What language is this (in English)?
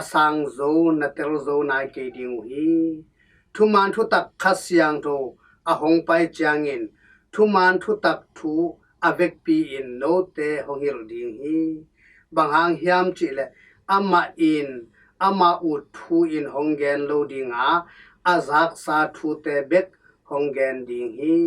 Tedim Chin